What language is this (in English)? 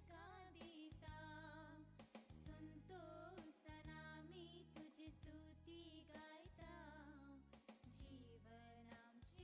Konkani